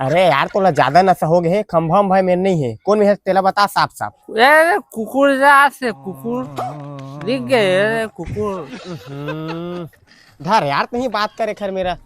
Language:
Chhattisgarhi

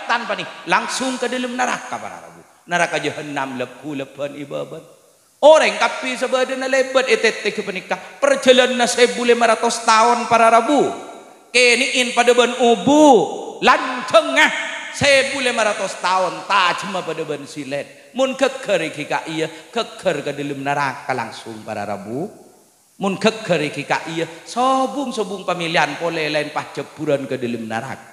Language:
Madurese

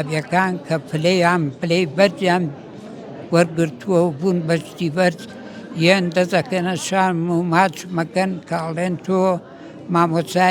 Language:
Central Kurdish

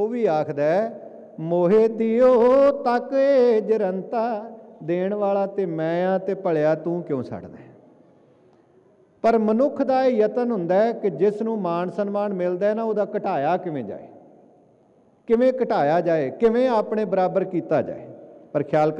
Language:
Punjabi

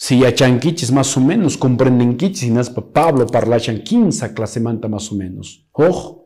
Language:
Quechua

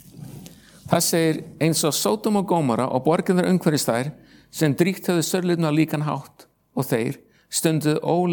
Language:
Icelandic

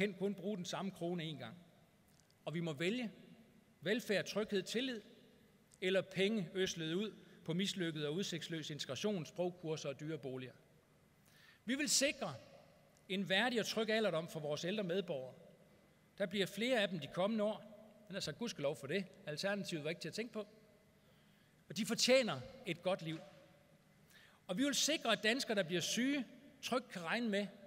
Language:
Danish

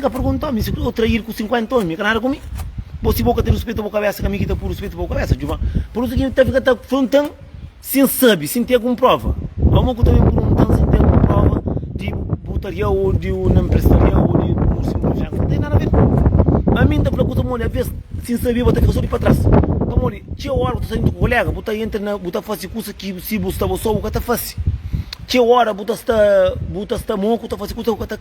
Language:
Kabuverdianu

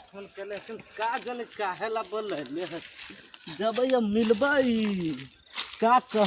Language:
Magahi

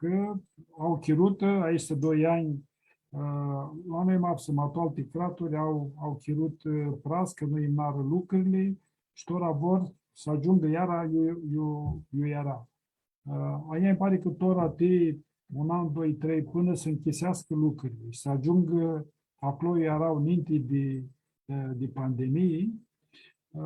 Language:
Aromanian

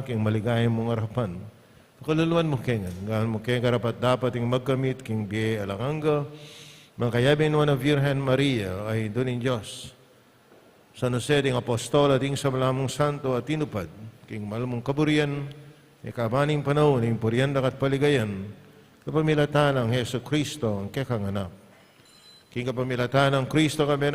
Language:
Pampanga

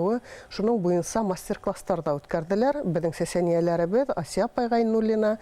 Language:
Bashkir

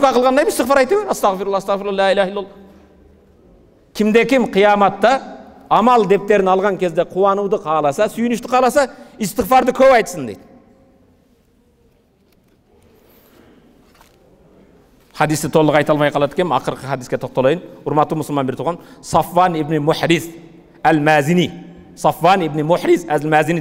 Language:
Kyrgyz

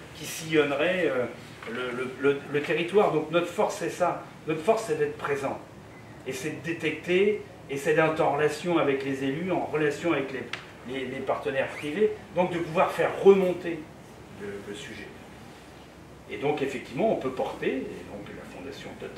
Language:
French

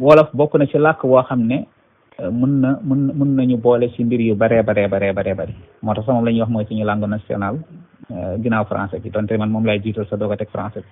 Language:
Wolof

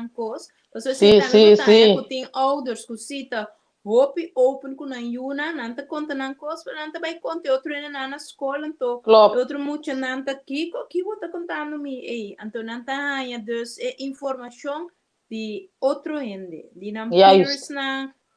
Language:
Papiamento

